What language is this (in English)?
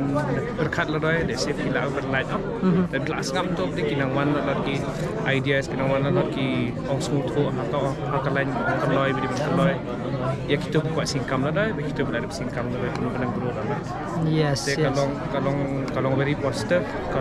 Khasi